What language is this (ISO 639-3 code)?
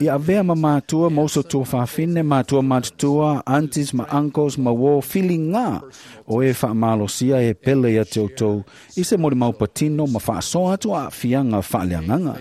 smo